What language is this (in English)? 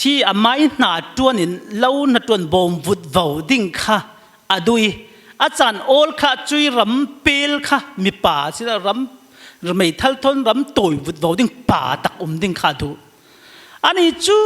Falam Chin